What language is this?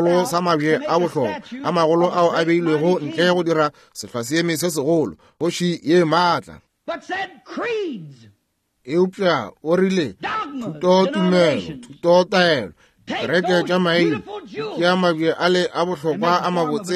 Northern Sotho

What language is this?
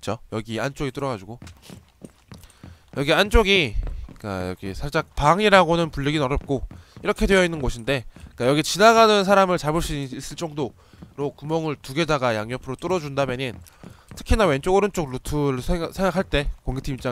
Korean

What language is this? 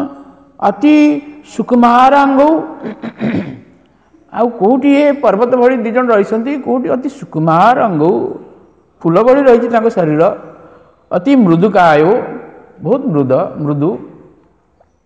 Odia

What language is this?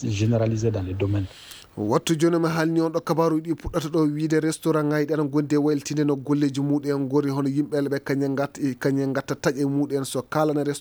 Fula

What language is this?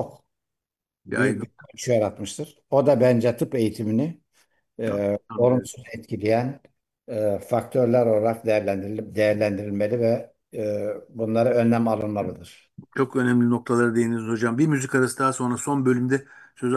Turkish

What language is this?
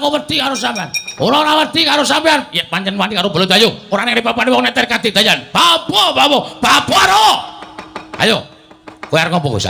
Javanese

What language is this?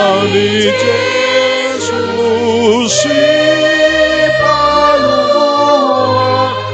Batak Simalungun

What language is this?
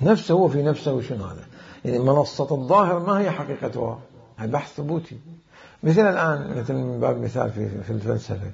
Mesopotamian Arabic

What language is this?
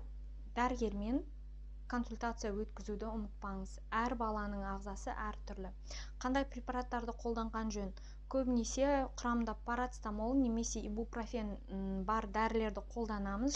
Kazakh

